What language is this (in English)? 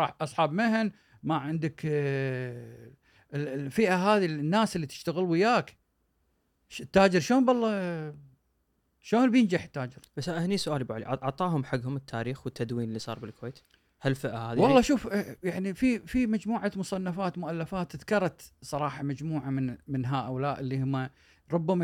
Gulf Arabic